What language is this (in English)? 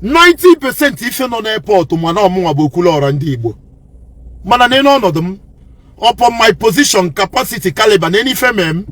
Igbo